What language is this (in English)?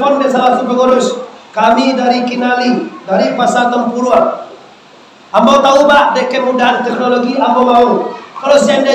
Minangkabau